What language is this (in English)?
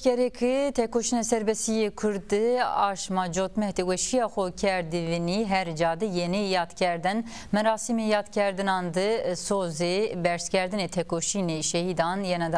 Zaza